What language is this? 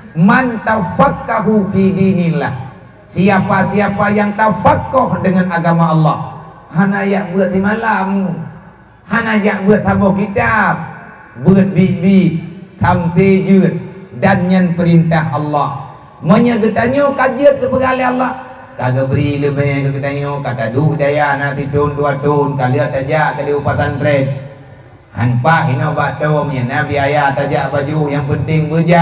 Achinese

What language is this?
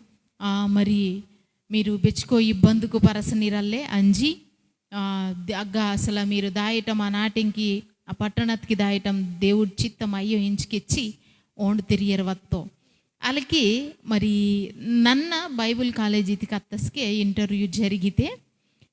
Koya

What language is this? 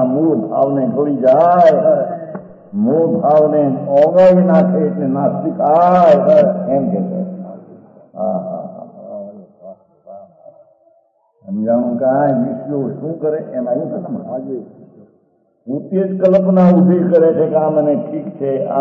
Gujarati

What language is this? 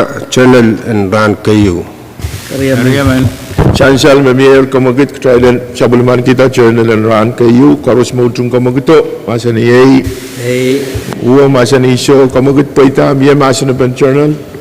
Pohnpeian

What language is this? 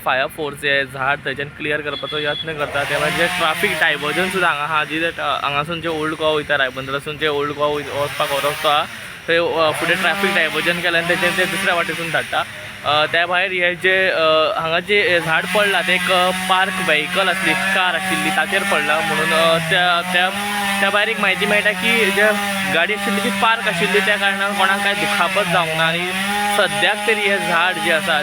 Konkani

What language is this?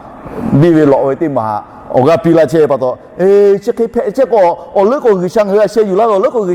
Lahu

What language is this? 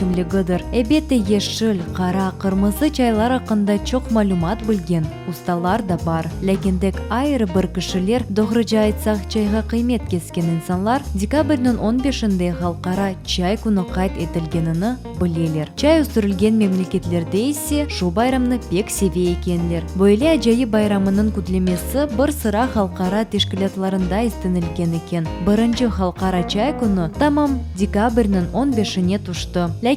Crimean Tatar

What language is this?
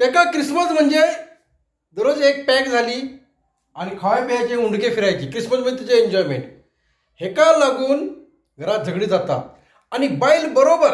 Konkani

